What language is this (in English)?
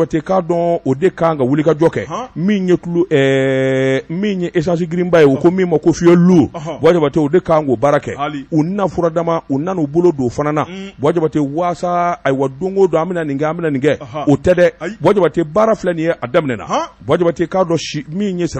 Bambara